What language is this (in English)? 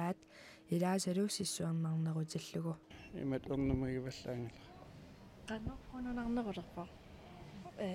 Kalaallisut